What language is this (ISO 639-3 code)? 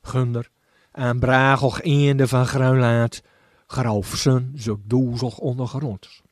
gos